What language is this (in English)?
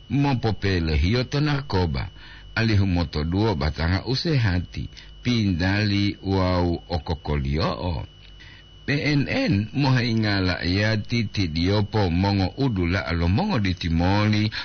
Gorontalo